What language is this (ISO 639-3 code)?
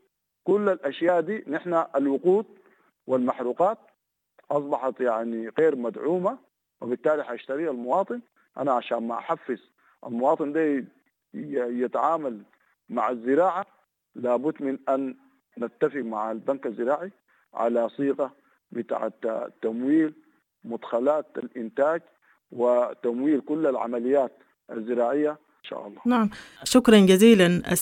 apd